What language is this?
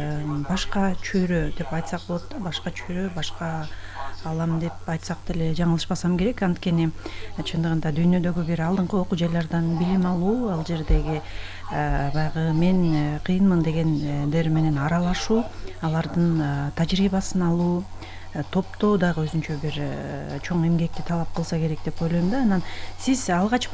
Kyrgyz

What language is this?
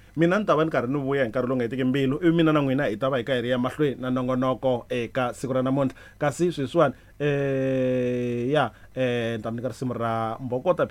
Tsonga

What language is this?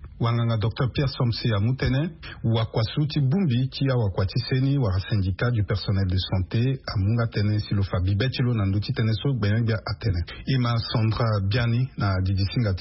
Sango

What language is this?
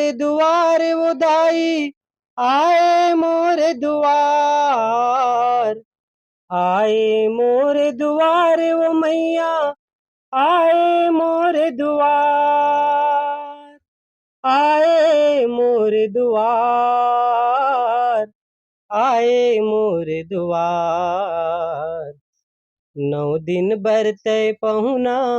Chhattisgarhi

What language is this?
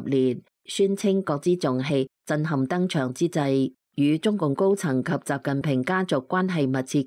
Cantonese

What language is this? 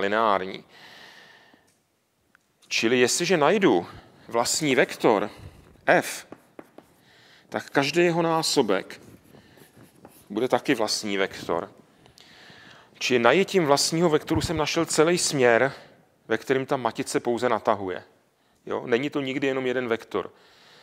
Czech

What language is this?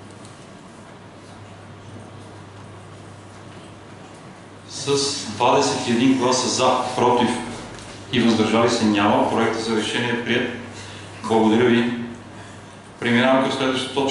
Bulgarian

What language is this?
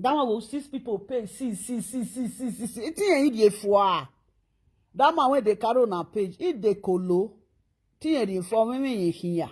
Nigerian Pidgin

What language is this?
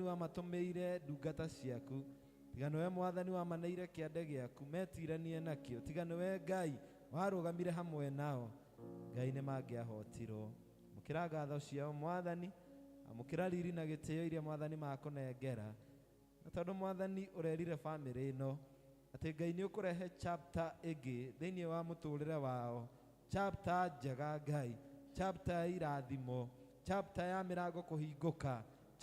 Kikuyu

